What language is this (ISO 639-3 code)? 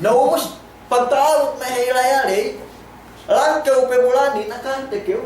yka